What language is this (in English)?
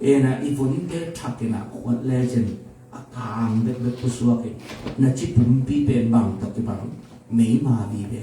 Tedim Chin